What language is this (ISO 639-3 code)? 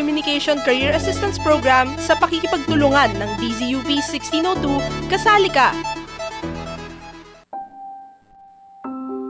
fil